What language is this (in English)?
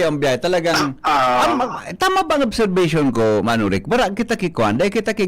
Bikol